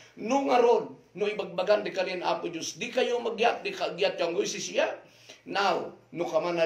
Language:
Kankanaey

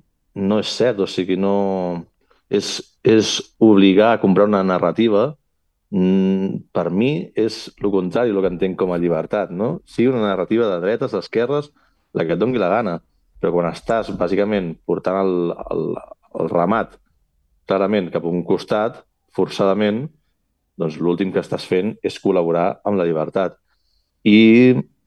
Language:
Catalan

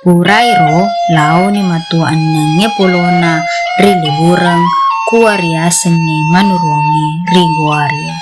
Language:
Buginese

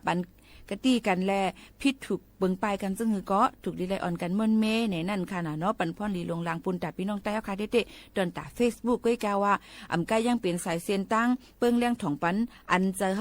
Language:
Shan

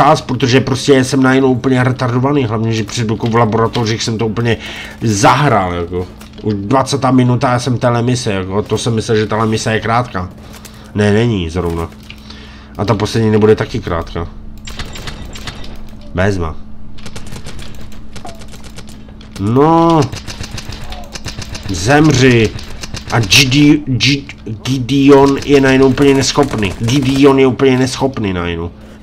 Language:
Czech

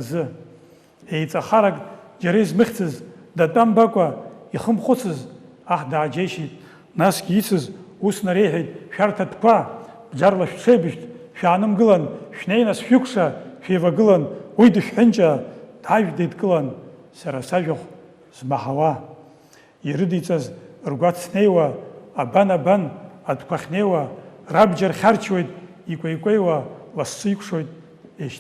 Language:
Abkhazian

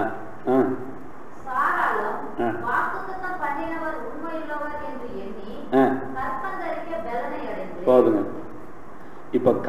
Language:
Tamil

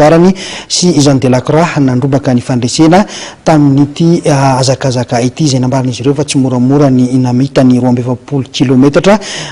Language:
Malagasy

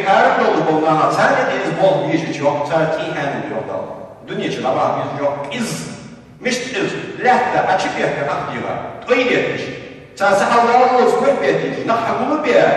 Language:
Ingush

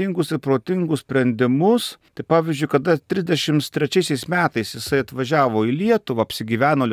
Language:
Lithuanian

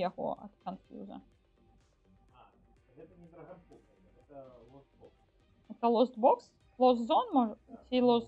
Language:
Belarusian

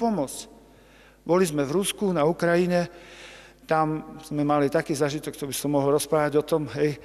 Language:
Slovak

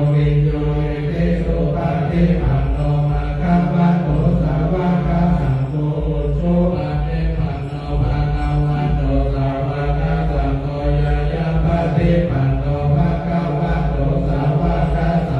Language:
Pali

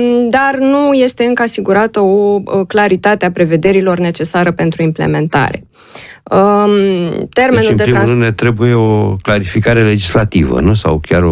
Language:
Romanian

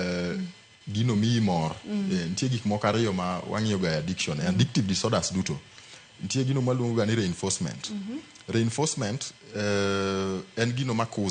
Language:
Luo (Kenya and Tanzania)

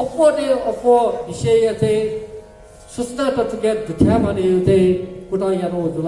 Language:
Newari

